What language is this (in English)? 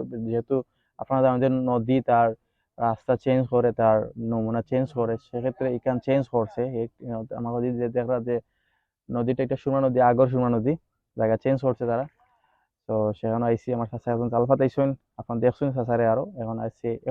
Sylheti